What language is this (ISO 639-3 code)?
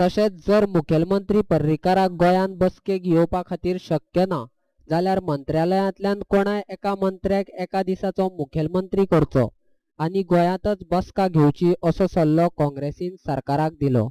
kok